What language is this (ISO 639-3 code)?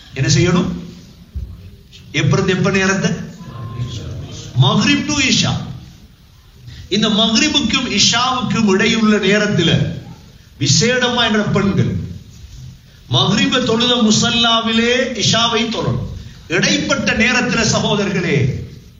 tam